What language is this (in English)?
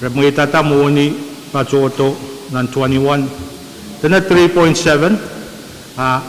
Pohnpeian